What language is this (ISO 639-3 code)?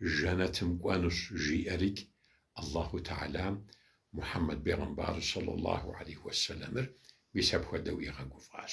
kbd